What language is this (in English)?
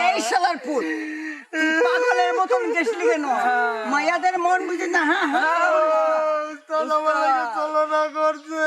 Sylheti